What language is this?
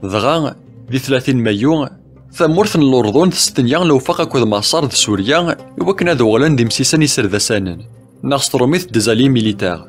Kabyle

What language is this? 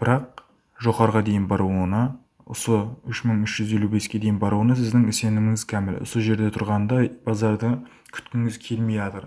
Kara-Kalpak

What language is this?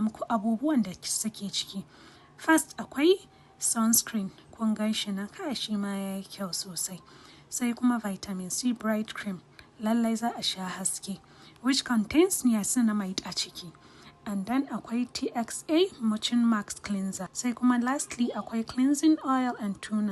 Hausa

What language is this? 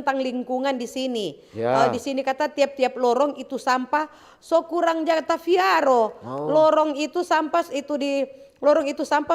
Manado Malay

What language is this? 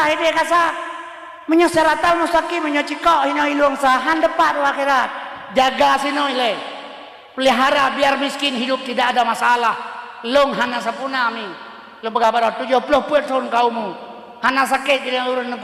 Achinese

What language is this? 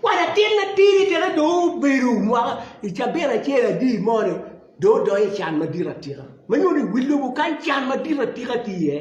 Acoli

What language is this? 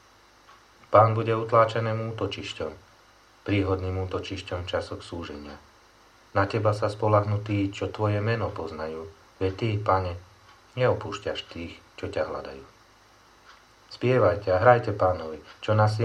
Slovak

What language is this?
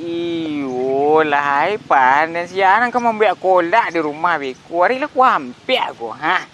Minangkabau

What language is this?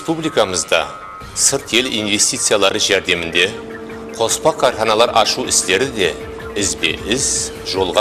Kara-Kalpak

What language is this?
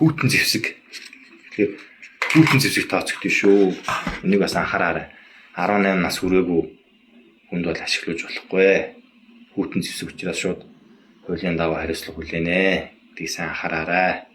Mongolian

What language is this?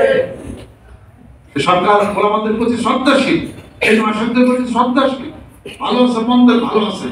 Bangla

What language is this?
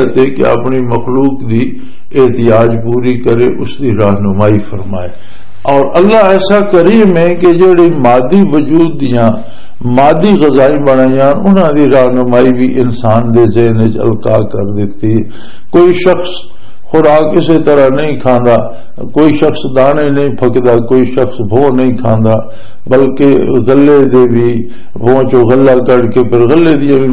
Western Panjabi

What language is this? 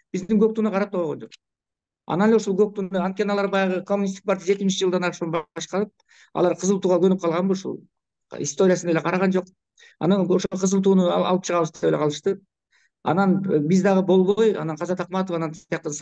Kyrgyz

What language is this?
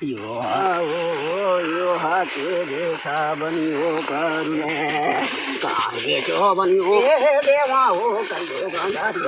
Chhattisgarhi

